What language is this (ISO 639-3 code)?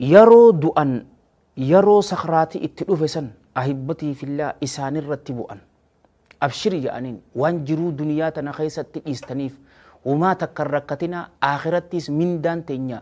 orm